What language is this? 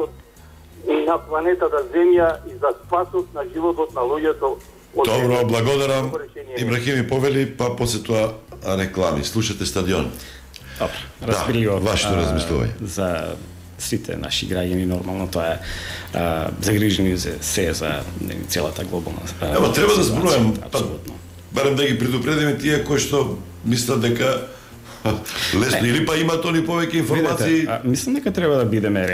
Macedonian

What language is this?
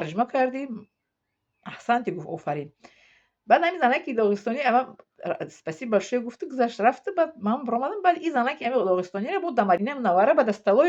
Tajik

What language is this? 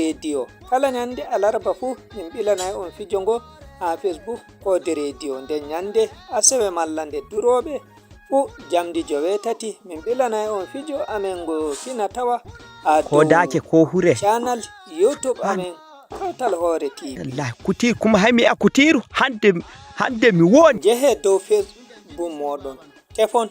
Nigerian Fulfulde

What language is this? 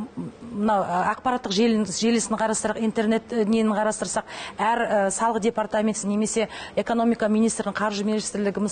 Kazakh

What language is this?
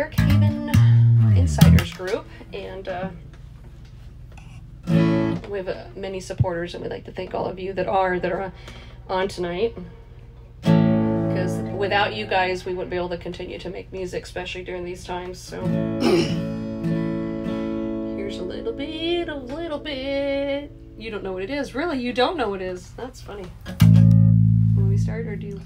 English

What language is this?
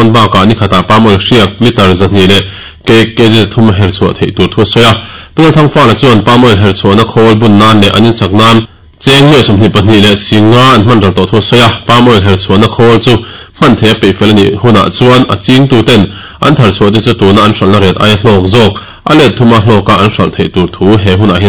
Mizo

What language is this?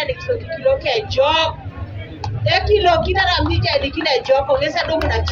Teso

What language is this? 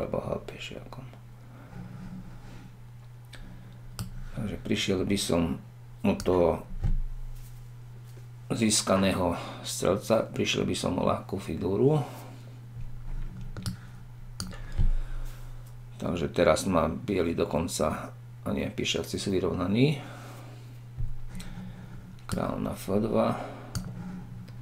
Slovak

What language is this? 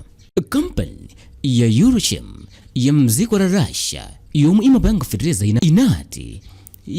Nyanja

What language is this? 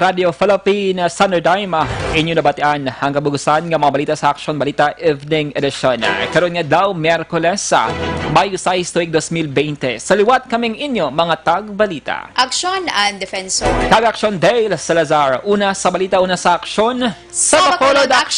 Hiligaynon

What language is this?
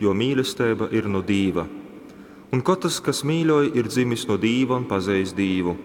Latgalian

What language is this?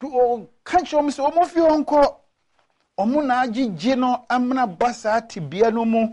Akan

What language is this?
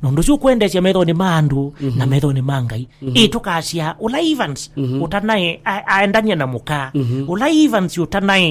Kamba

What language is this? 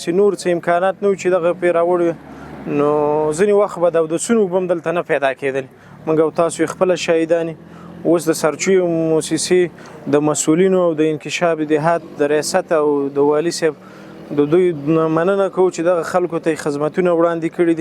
Pashto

